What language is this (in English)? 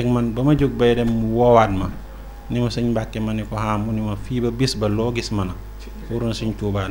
Wolof